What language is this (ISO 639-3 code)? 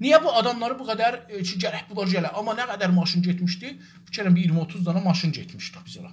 azb